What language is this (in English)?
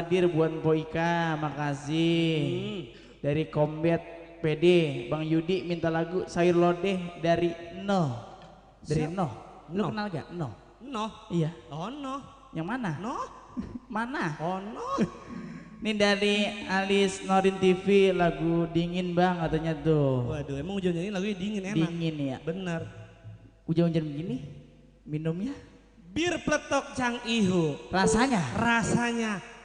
Betawi